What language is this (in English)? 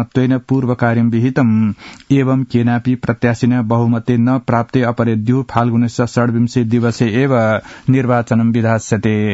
Sanskrit